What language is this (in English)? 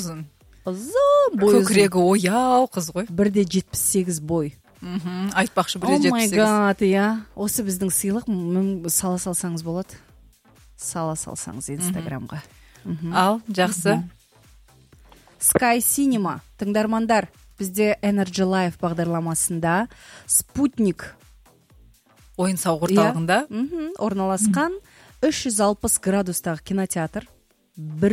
Kazakh